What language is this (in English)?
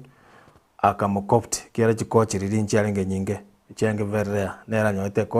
Gusii